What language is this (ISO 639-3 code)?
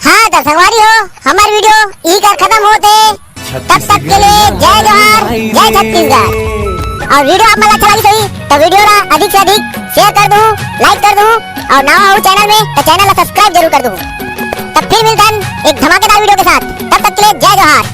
hne